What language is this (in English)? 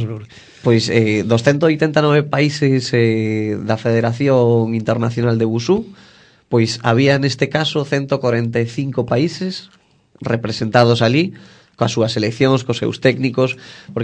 Galician